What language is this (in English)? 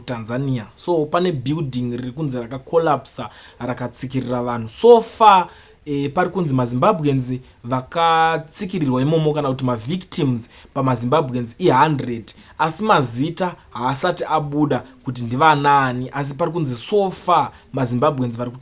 Shona